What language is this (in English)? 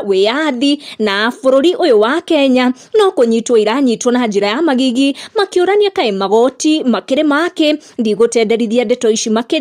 Kikuyu